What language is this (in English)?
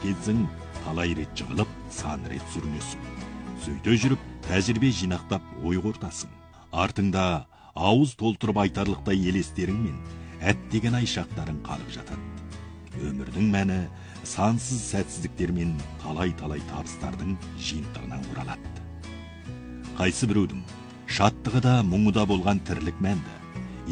Kazakh